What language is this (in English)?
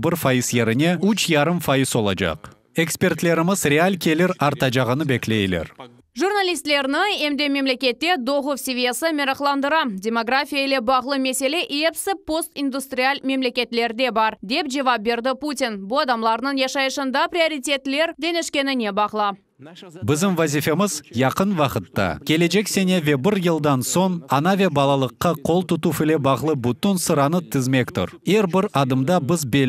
Crimean Tatar